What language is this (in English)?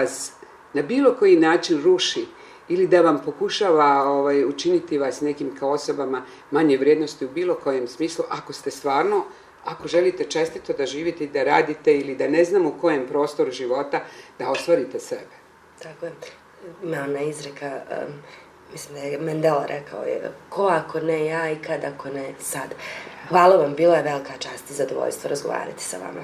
Bosnian